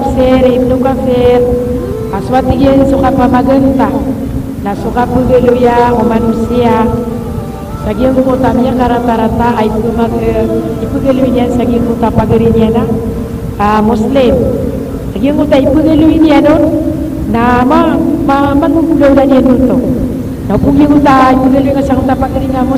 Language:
Maranao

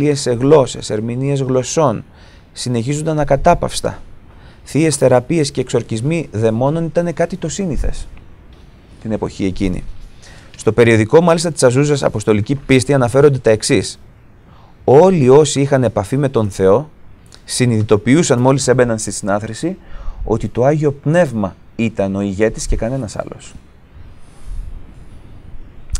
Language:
Greek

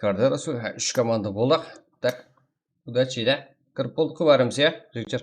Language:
Kara-Kalpak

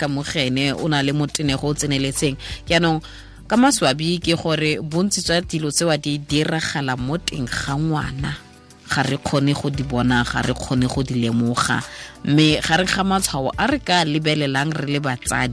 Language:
Tswana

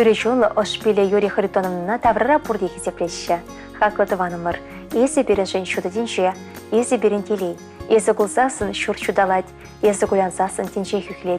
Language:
Chuvash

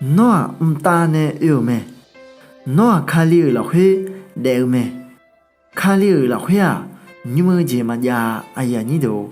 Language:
Akha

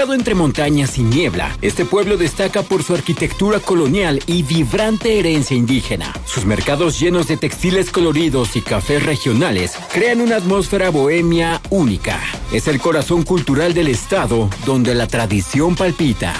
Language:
Spanish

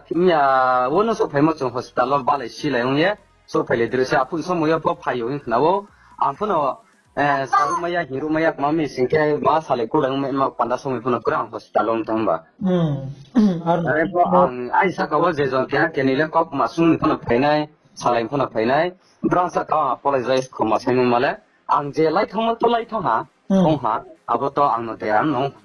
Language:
Riang (India)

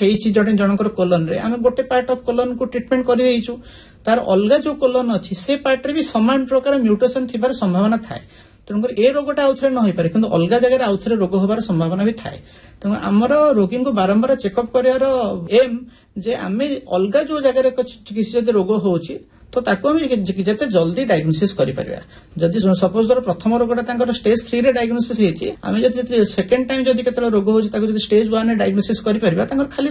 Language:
Odia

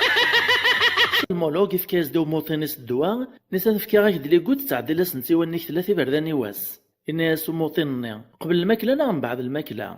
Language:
Kabyle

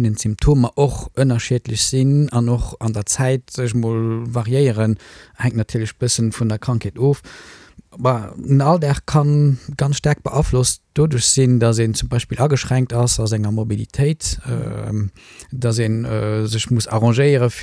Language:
Luxembourgish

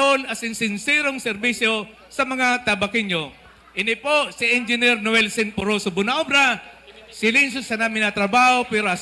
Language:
Bikol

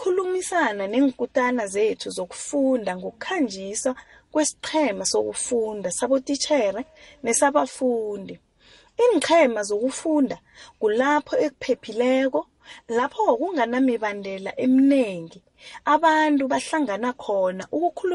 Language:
South Ndebele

